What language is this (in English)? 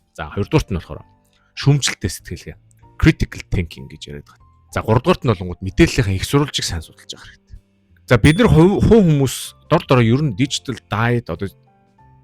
Mongolian